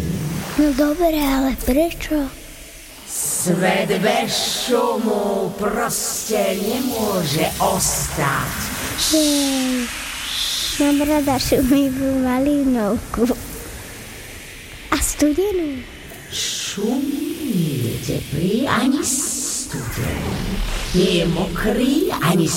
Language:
Slovak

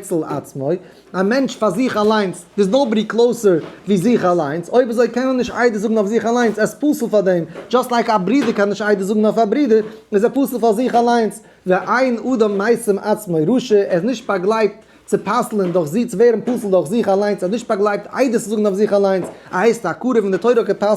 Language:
Yiddish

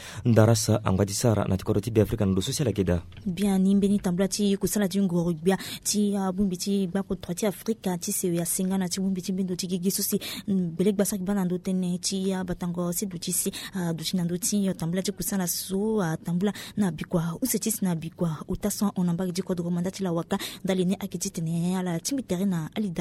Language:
Sango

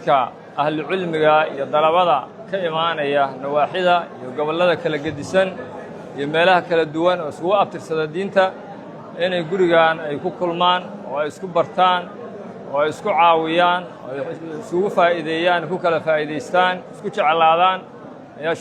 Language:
Somali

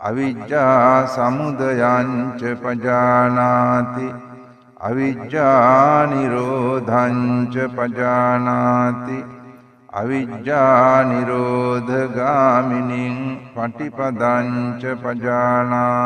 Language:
Sinhala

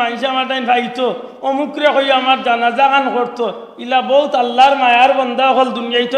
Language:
Sylheti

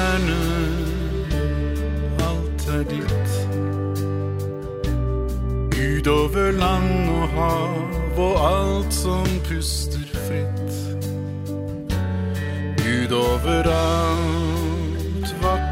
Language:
Norwegian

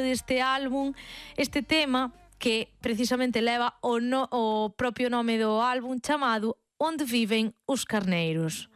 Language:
Galician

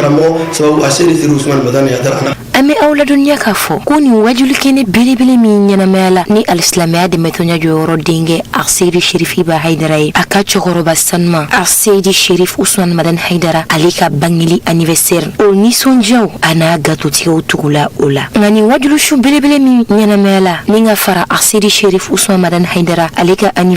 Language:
Bambara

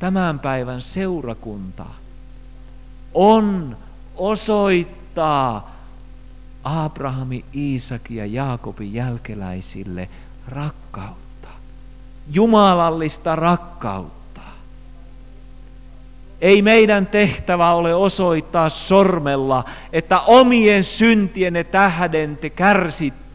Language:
Finnish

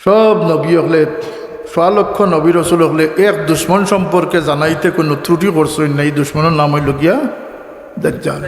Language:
Sylheti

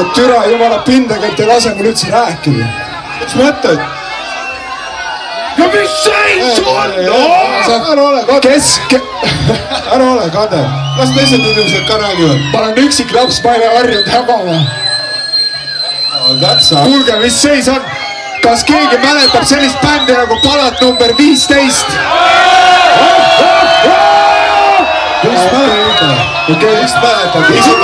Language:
Estonian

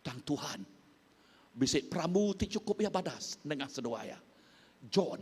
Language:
Iban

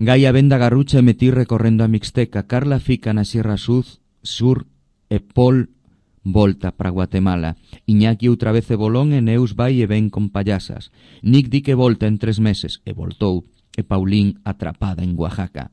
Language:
Galician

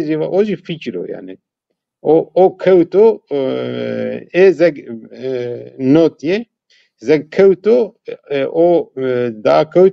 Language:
Zaza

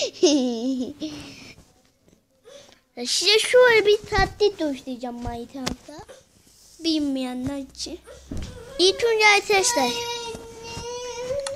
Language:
Turkish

